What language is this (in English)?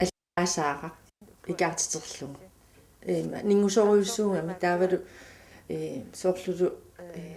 Kalaallisut